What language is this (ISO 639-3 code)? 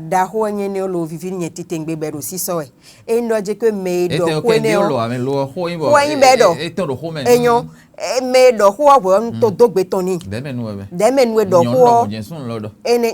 fon